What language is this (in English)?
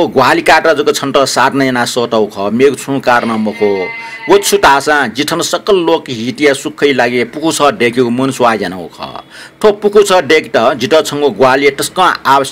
Newari